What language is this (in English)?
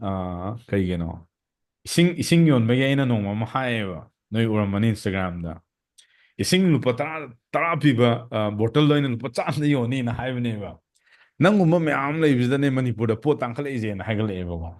Manipuri